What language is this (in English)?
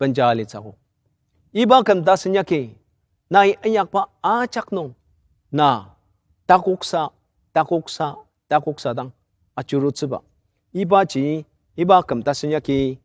Ao Naga